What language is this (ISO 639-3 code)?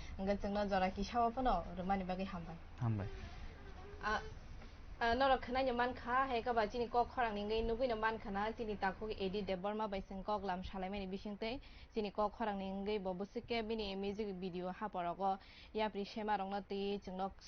trp